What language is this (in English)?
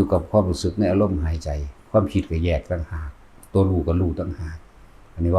Lao